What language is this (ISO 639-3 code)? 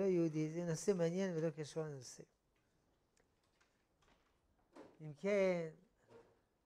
heb